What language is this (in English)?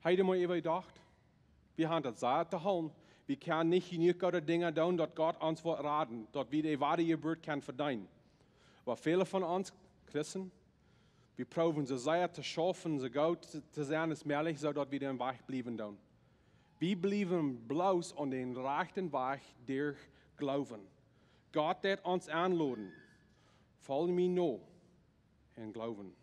Plautdietsch